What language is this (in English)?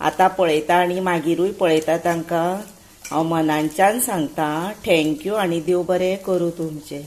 Konkani